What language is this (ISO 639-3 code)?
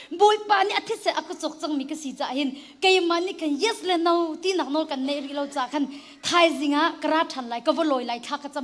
cnh